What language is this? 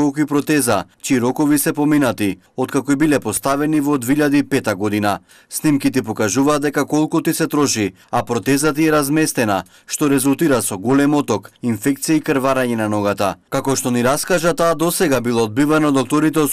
Macedonian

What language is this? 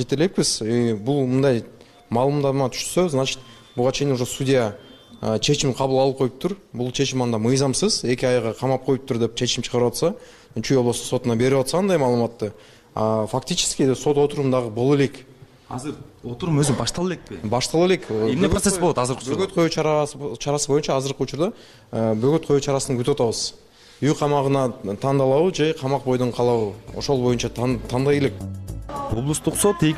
Kyrgyz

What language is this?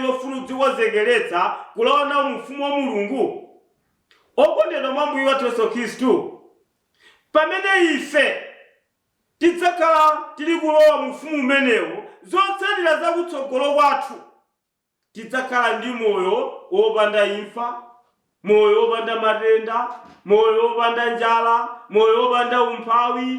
Nyanja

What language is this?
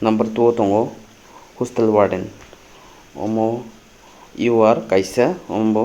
Kok Borok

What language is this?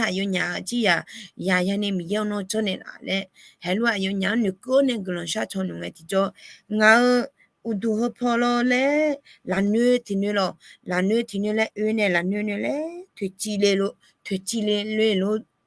Akha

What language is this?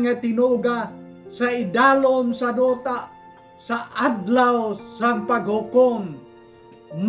Hiligaynon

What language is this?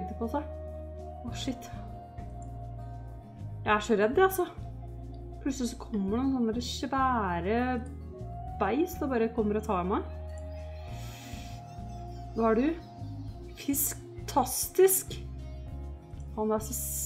Norwegian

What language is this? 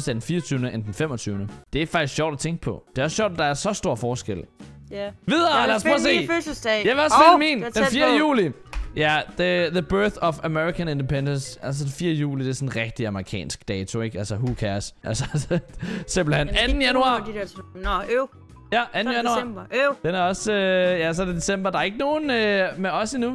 Danish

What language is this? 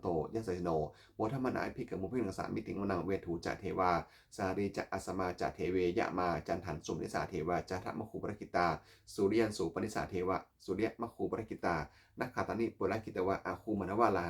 Pali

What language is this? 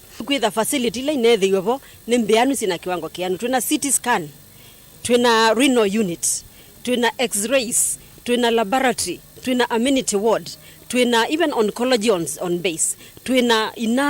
Kamba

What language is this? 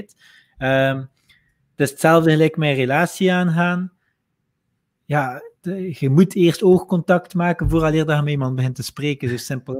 Dutch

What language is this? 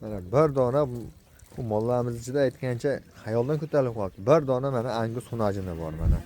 Uzbek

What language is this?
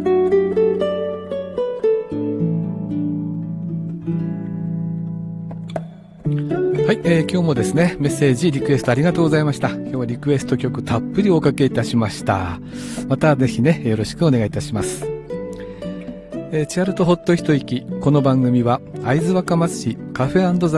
Japanese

